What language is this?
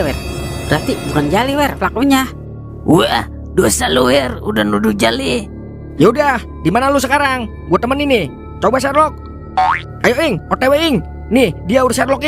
Betawi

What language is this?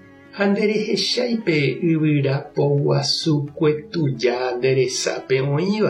Guarani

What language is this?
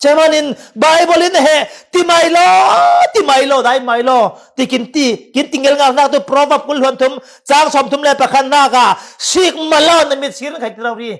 Falam Chin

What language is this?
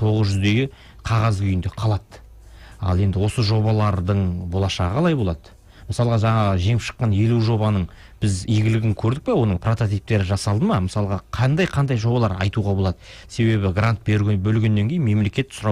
Kazakh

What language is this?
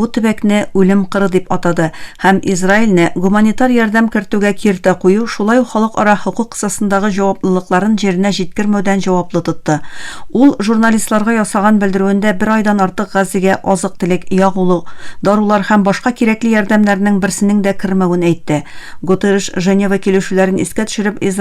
Tatar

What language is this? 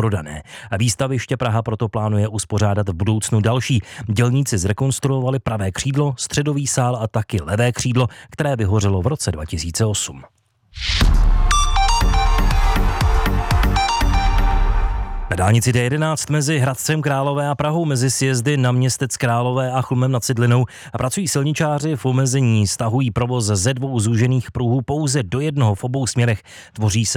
Czech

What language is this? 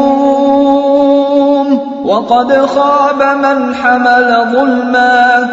Pashto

